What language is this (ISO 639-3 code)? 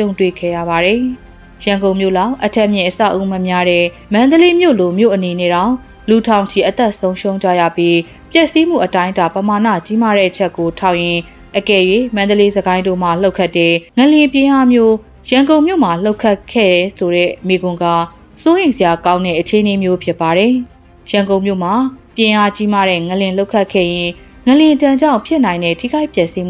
mya